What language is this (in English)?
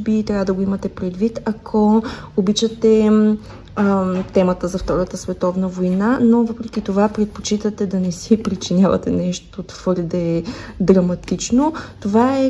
Bulgarian